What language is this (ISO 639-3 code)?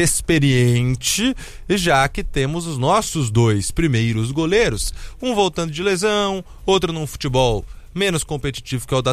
por